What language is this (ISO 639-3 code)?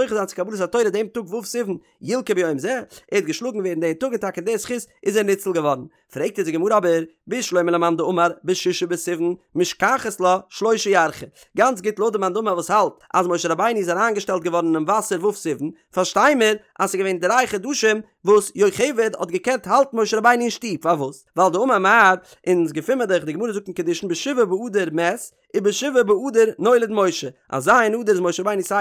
yid